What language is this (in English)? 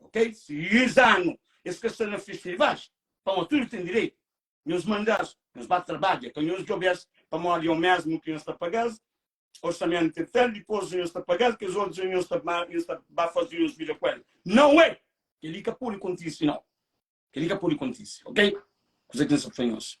Kabuverdianu